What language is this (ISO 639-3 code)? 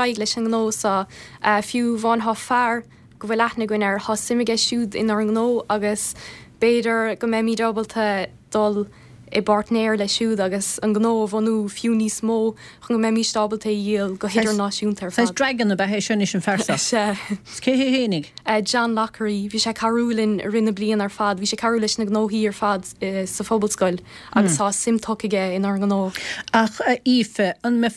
gle